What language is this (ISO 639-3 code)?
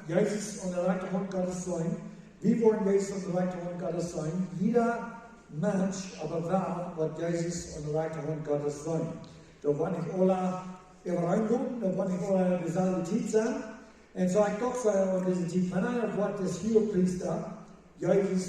pdt